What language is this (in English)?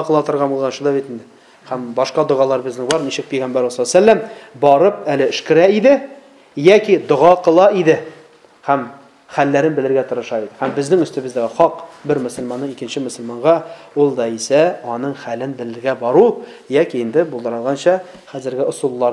Tatar